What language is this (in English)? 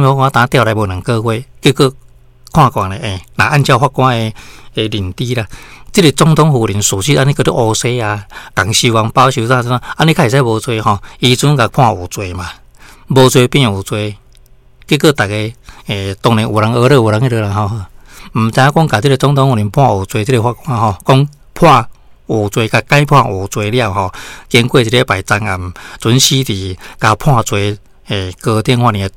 Min Nan Chinese